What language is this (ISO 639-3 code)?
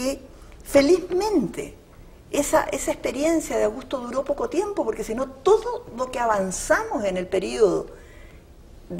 spa